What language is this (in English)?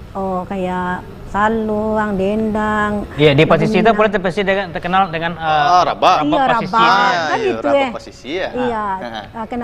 Minangkabau